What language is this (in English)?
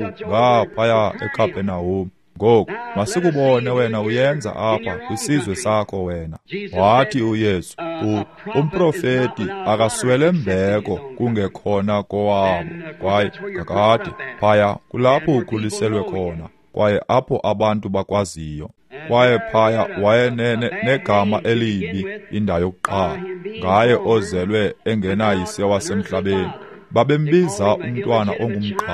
Xhosa